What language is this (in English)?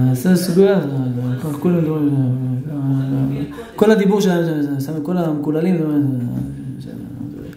Hebrew